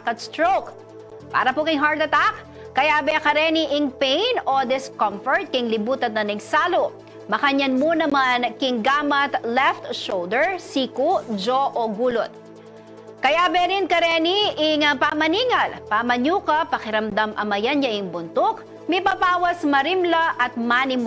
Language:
Pampanga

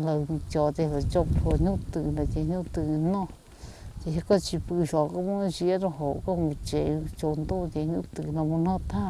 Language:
Hmong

